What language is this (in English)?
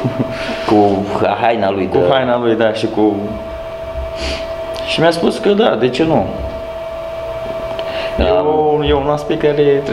Romanian